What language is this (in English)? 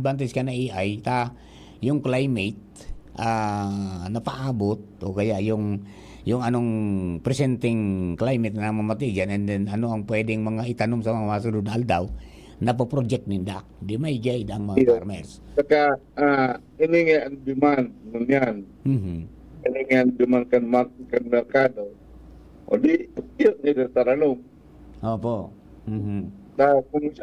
Bikol